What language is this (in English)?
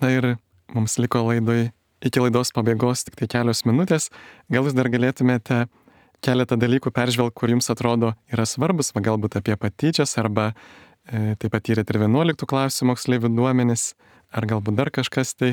Lithuanian